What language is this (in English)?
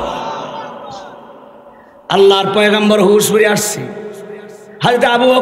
Bangla